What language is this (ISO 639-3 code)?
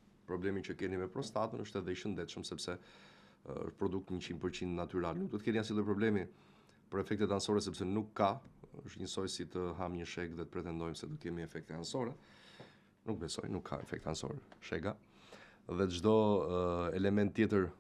sqi